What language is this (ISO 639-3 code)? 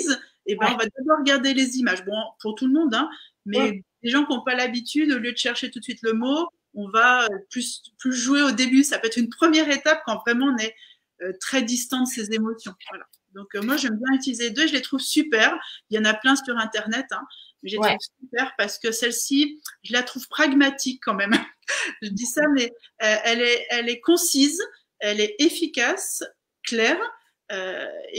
fra